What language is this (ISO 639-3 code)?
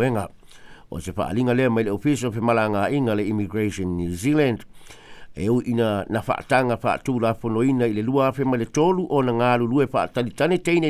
smo